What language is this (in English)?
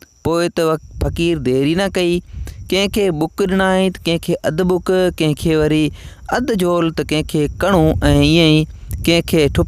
Sindhi